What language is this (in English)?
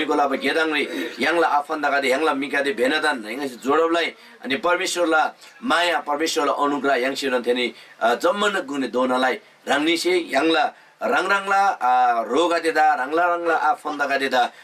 Eastern Tamang